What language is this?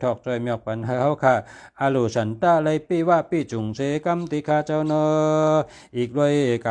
Shan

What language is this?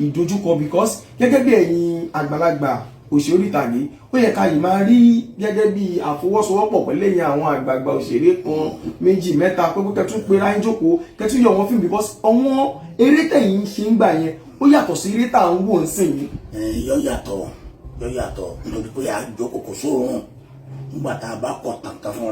Yoruba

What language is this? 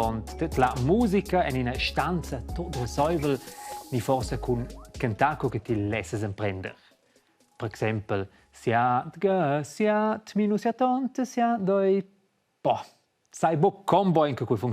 Romansh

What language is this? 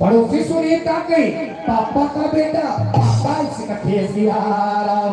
Chhattisgarhi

